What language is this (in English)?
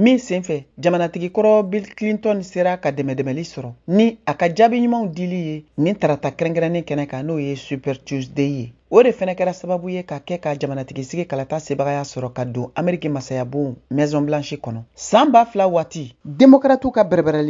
Bambara